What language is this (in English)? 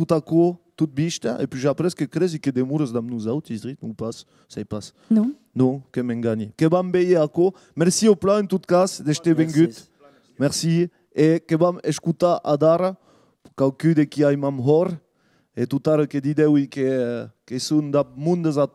Occitan